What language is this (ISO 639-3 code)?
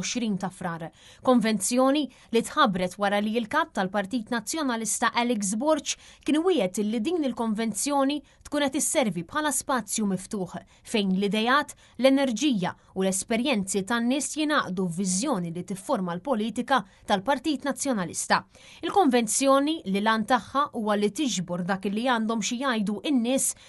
mlt